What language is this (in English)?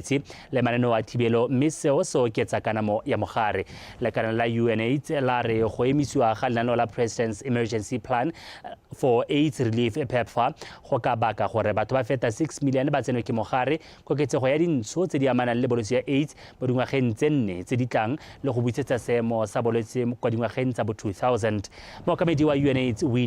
Tswana